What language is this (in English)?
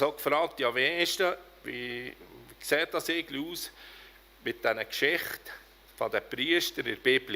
Swiss German